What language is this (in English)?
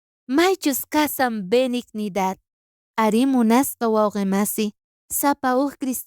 South Bolivian Quechua